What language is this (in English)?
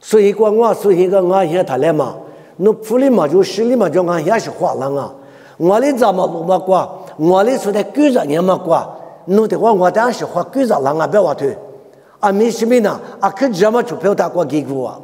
Lisu